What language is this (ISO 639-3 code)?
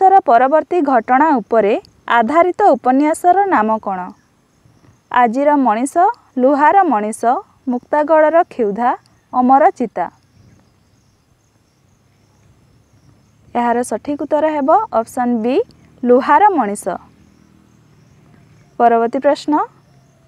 ori